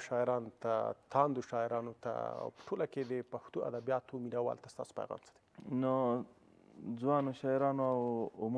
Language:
Pashto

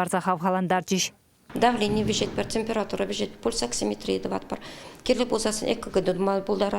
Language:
Chuvash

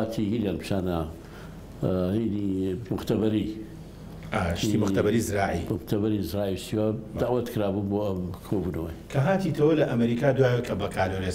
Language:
Central Kurdish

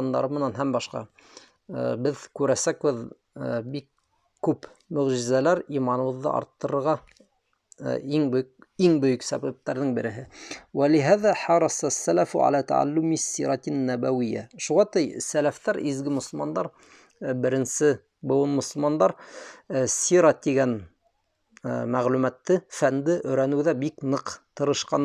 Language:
Bashkir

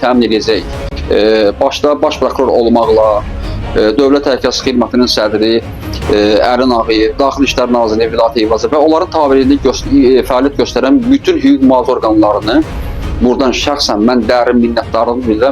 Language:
Azerbaijani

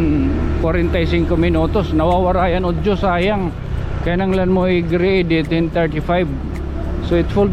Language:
Waray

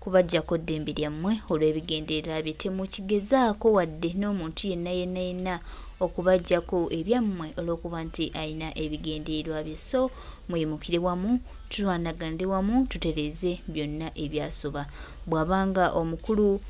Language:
Ganda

